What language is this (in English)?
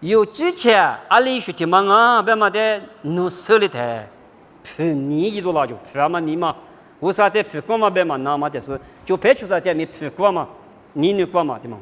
Lisu